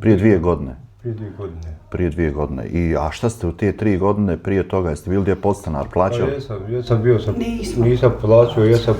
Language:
Bosnian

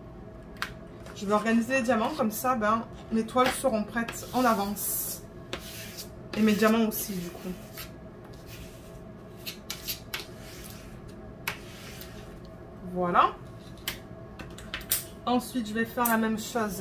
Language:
French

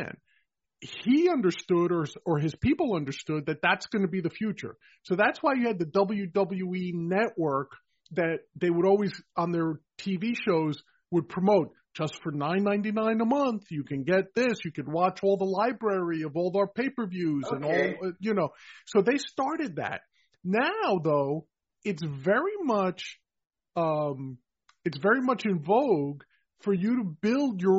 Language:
English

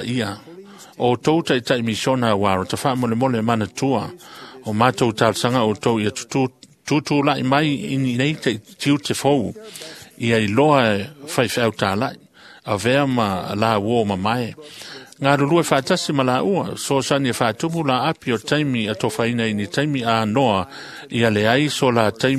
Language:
Samoan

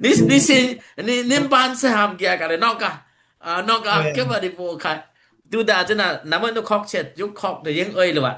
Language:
Dimasa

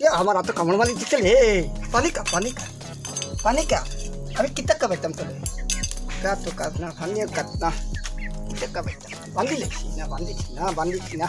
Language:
Sylheti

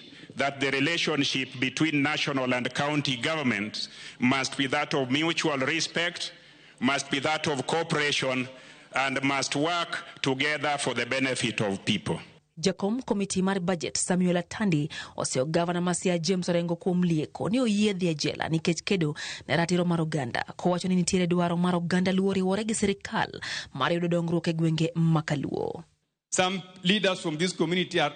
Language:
Luo (Kenya and Tanzania)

